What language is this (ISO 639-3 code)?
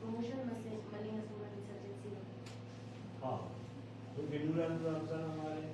brh